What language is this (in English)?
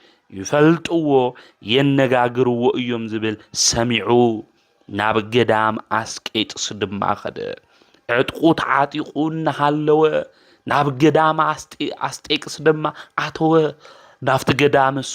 Tigrinya